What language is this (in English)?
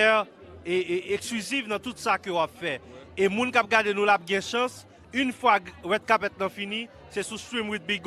Haitian Creole